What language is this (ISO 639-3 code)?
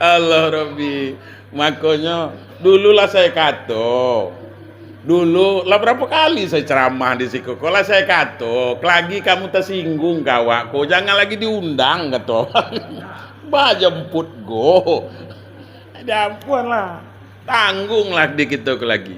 min